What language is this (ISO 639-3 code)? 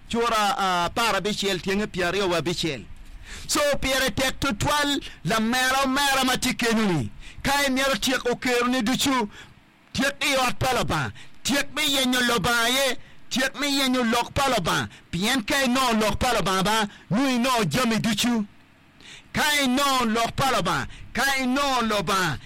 ach